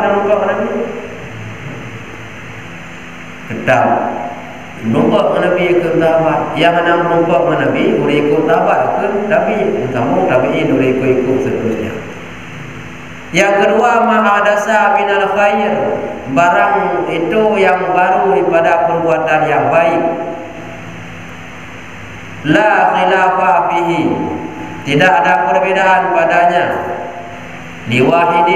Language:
Malay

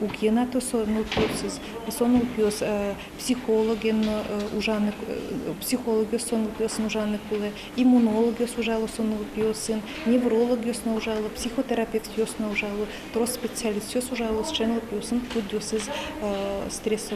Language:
Udmurt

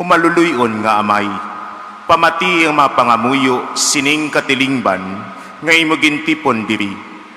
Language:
Hiligaynon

